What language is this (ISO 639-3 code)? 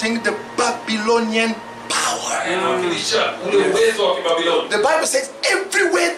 swa